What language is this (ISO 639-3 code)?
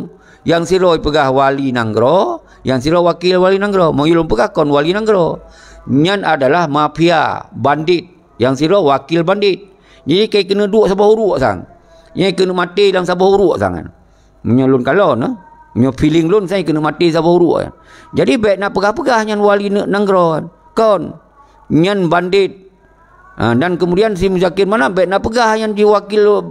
ace